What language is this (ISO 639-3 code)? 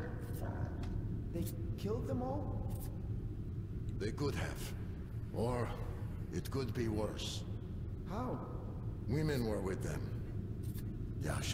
tur